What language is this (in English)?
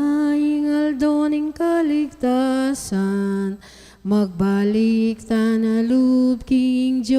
Pampanga